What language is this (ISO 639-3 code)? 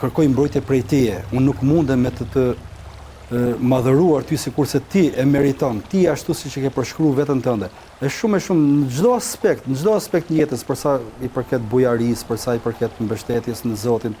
sqi